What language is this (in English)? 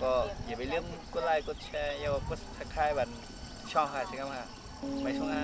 Shan